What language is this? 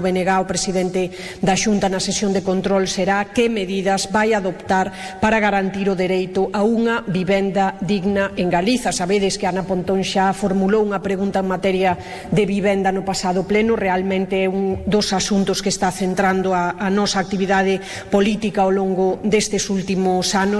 Galician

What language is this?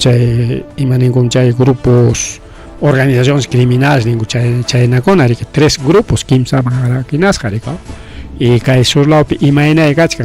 Ayacucho Quechua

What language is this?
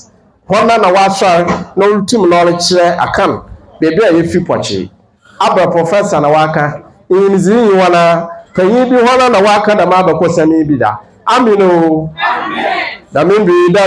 Akan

